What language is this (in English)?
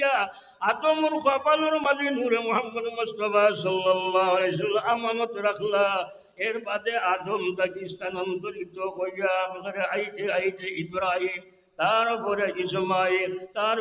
Sylheti